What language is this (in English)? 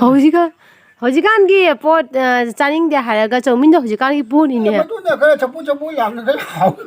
Manipuri